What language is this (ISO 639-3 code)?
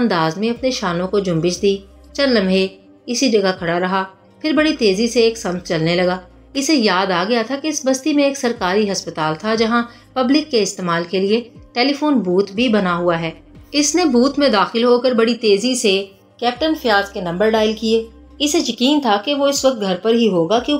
urd